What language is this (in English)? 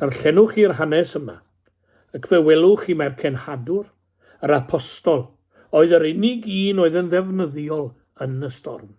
Welsh